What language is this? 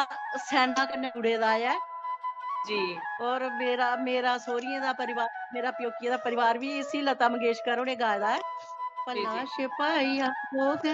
Dogri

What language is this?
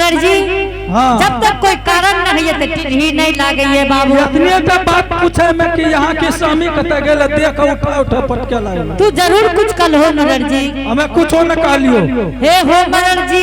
Angika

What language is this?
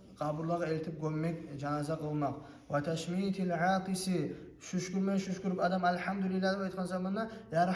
Kumyk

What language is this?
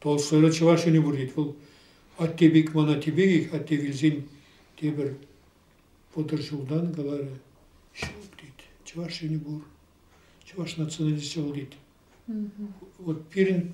Chuvash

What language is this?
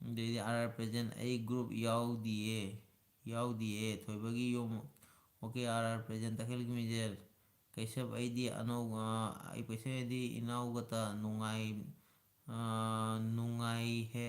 Manipuri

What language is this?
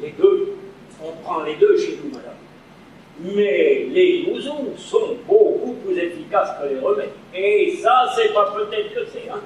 Breton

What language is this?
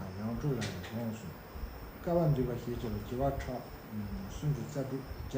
Tibetan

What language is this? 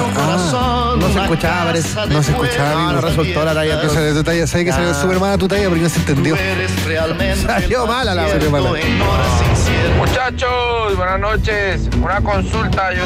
Spanish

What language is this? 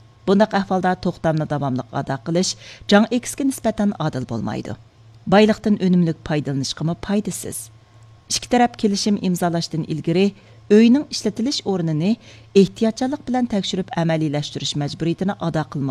Uyghur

